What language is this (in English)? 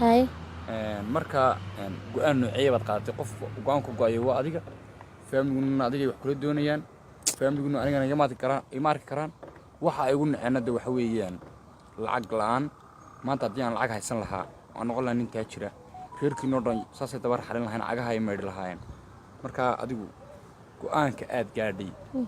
Somali